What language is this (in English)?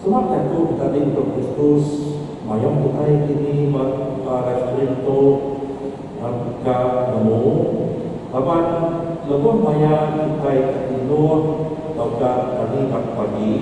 Iban